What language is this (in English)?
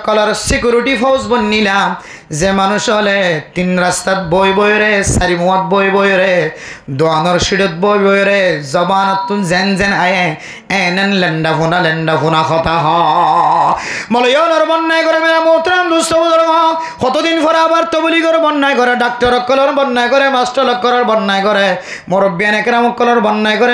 Rohingya